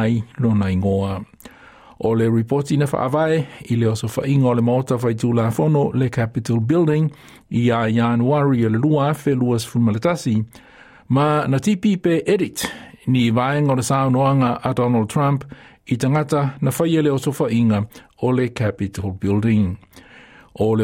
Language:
Samoan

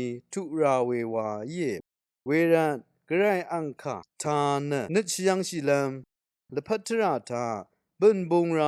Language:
Rawang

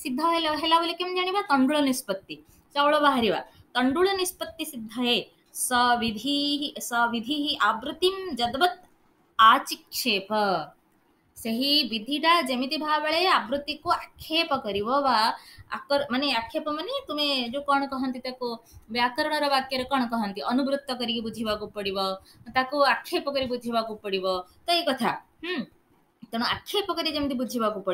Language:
Odia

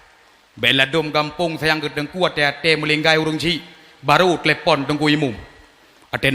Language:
Achinese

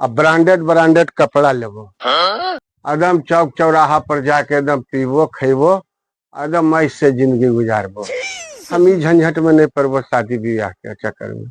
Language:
Magahi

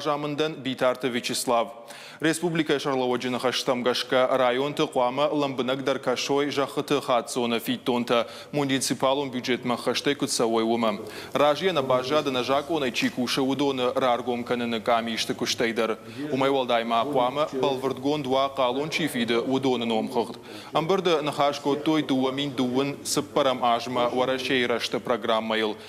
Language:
Ossetic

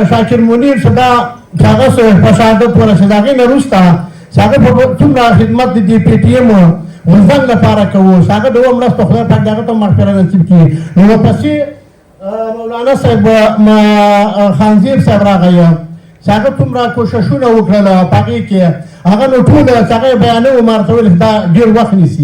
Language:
Pashto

